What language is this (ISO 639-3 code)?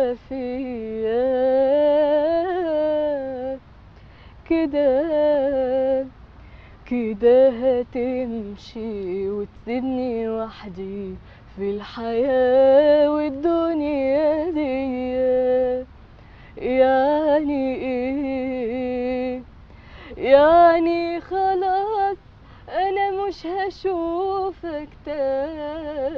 arz